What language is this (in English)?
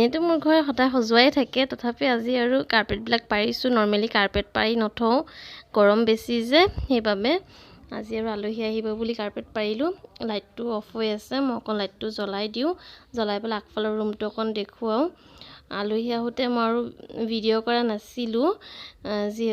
Assamese